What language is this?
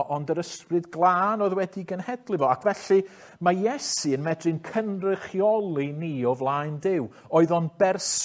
Welsh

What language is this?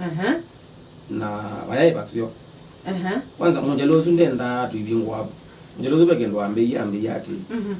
Kamba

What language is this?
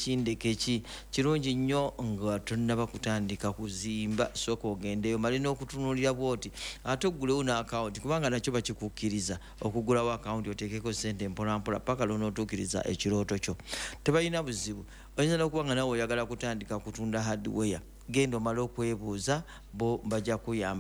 Ganda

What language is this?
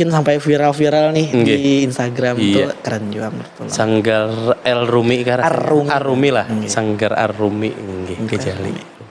Banjar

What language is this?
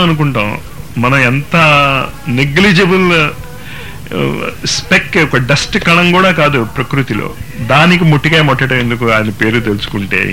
Telugu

